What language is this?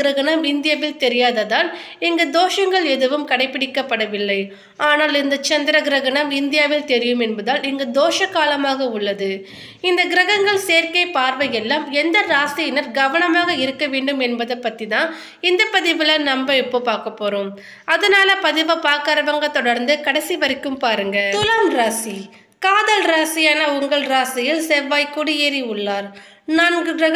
Tamil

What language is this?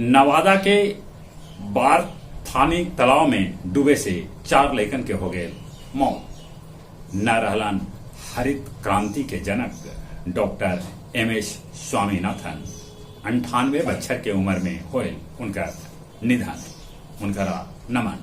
Magahi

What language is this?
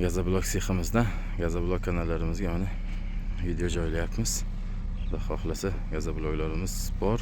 Uzbek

